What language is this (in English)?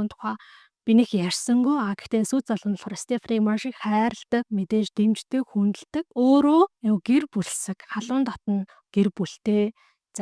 Mongolian